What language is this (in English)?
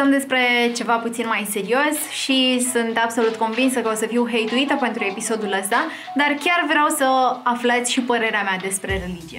Romanian